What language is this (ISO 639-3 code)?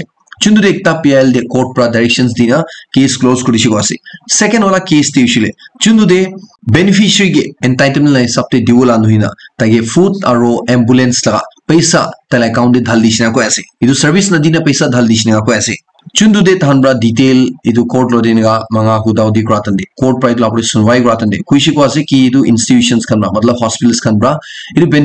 nag